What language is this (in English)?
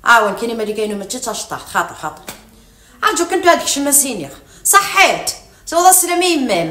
Kabyle